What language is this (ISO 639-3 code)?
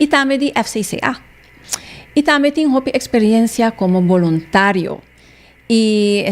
pap